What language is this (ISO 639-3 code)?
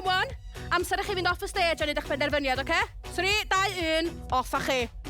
cym